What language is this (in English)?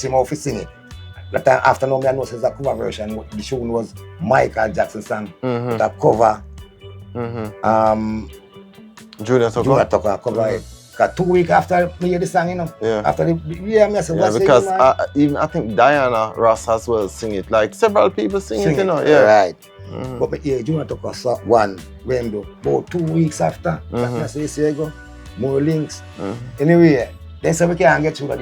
Jamaican Creole English